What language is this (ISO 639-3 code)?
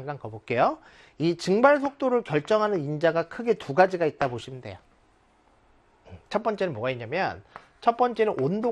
kor